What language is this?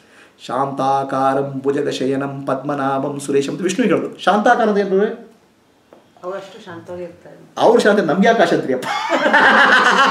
Kannada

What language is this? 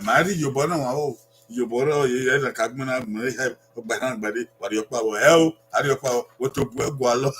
Bini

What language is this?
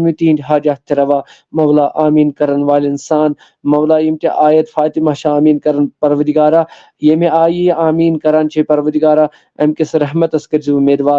Kashmiri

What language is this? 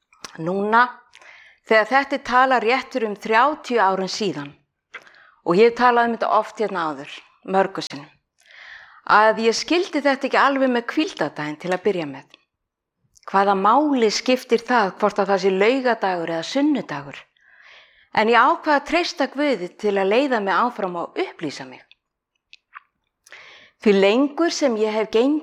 Icelandic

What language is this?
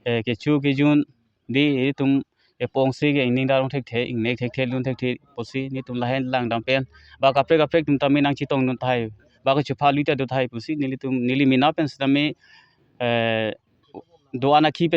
Karbi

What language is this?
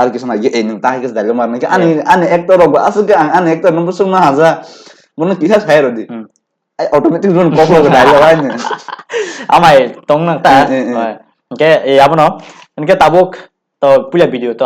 Kok Borok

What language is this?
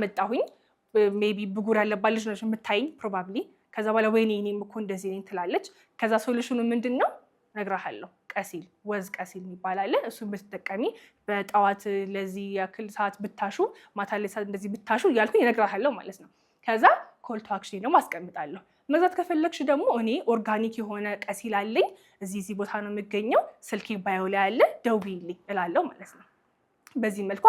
Amharic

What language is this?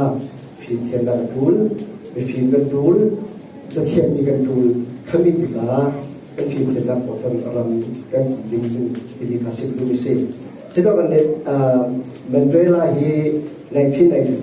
Falam Chin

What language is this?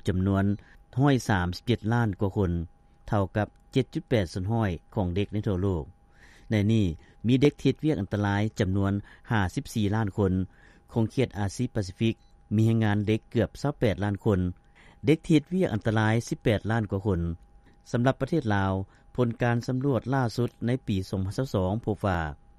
Lao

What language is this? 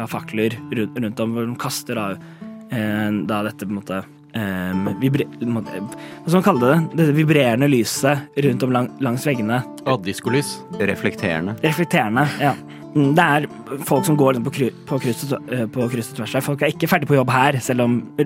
Norwegian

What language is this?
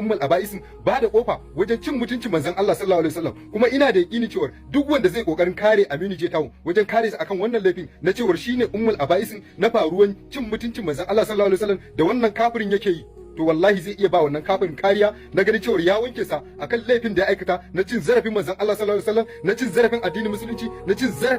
Hausa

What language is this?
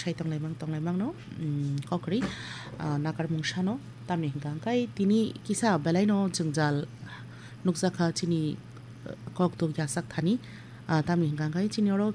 Kok Borok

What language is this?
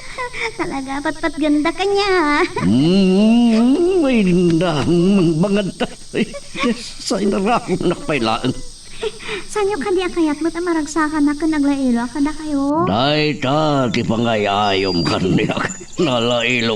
Iloko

